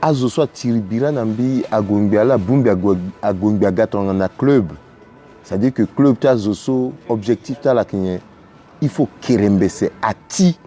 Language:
Sango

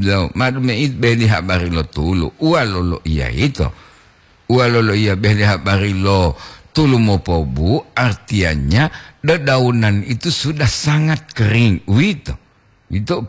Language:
Gorontalo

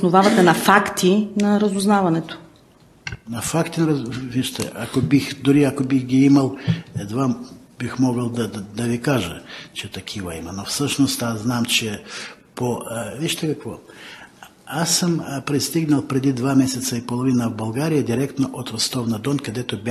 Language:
Bulgarian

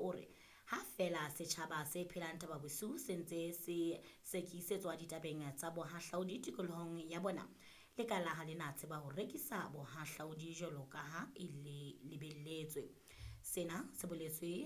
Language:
Southern Sotho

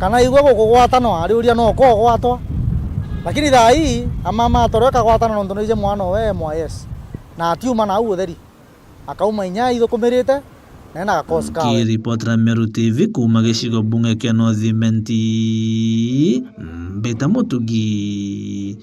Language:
Meru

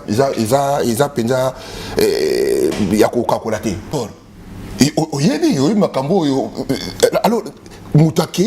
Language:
Lingala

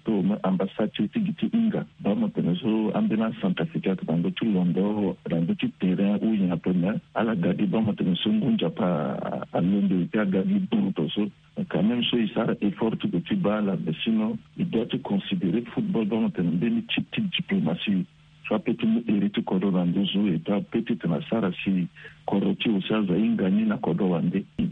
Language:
Sango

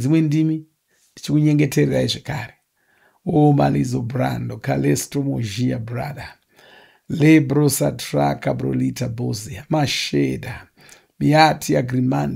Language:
Shona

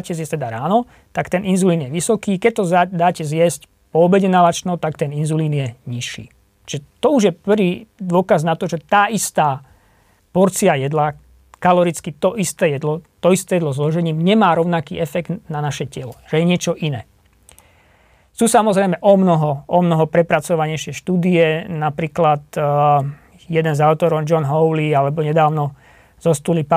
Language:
Slovak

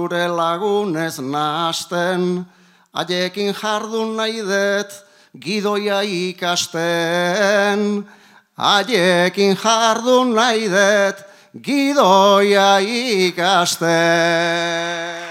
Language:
Basque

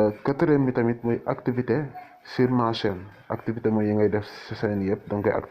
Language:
Wolof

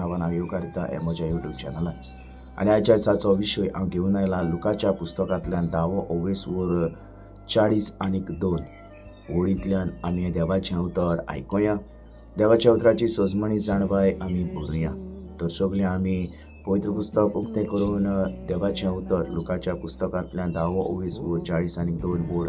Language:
Konkani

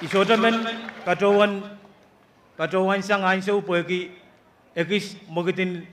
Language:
Pohnpeian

